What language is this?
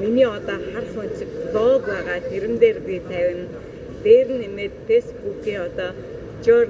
Mongolian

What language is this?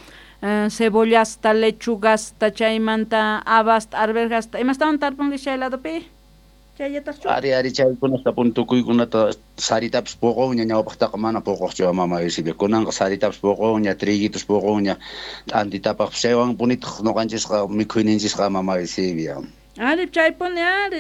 Quechua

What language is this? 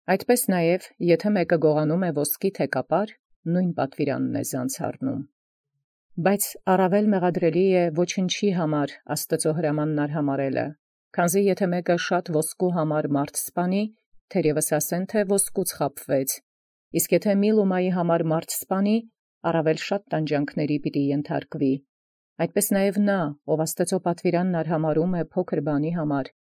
Armenian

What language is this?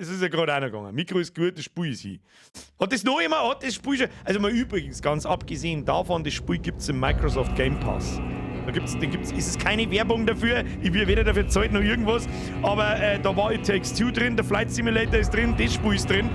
Bavarian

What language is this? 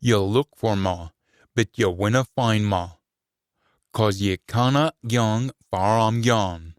Scots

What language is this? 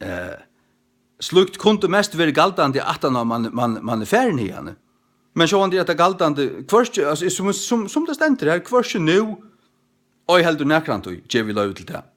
Faroese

